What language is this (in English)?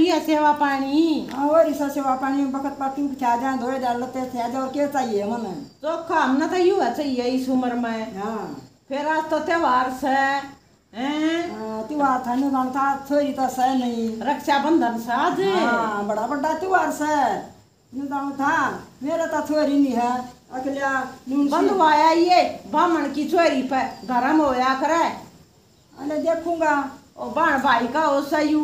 Haryanvi